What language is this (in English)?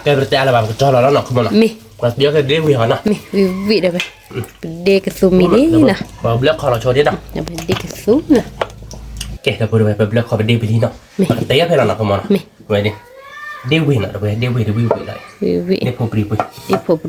S'gaw Karen